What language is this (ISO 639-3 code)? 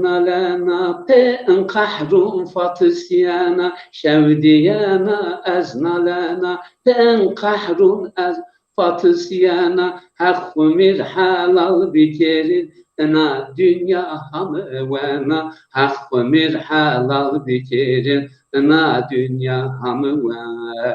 zza